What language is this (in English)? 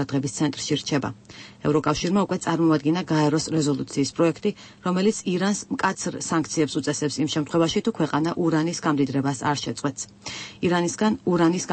Georgian